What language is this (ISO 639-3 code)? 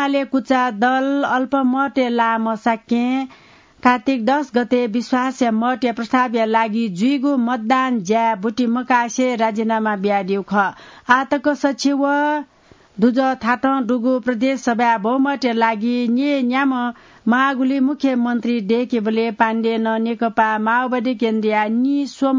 new